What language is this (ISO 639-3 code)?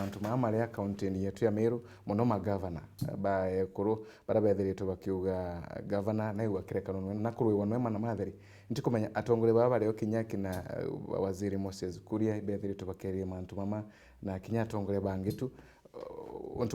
mer